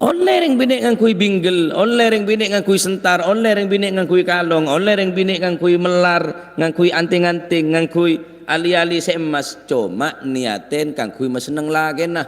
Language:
Madurese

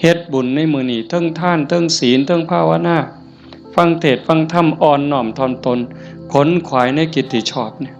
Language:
Northeastern Thai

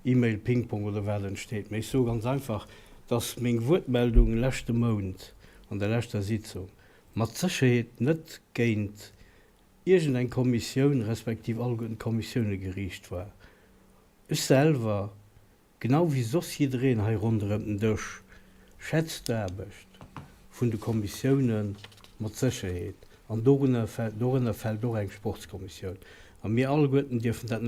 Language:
Luxembourgish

